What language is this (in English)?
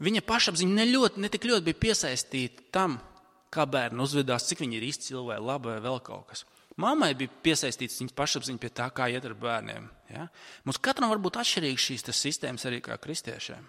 Latvian